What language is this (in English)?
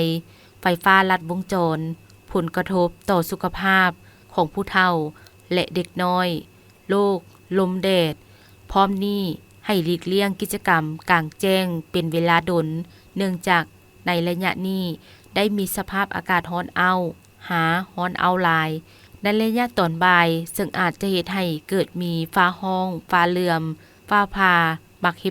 Lao